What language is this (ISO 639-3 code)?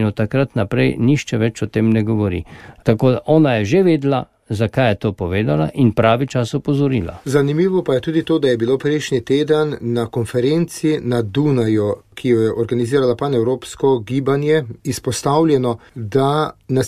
slv